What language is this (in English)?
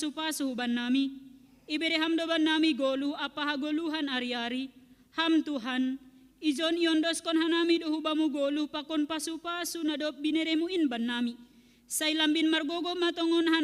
Batak Simalungun